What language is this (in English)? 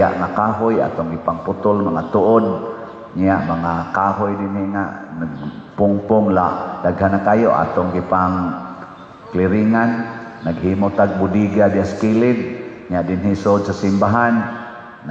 Cebuano